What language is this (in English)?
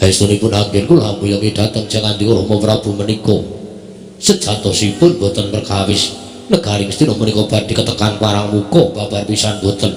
Javanese